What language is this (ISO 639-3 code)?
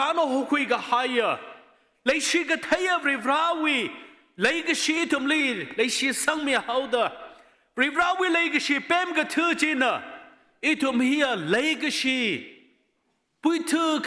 nmf